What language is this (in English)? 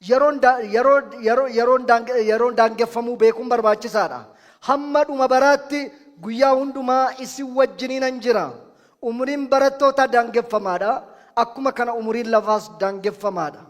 Oromo